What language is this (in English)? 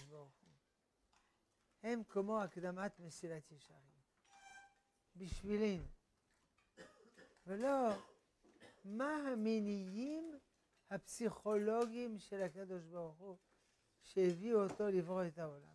Hebrew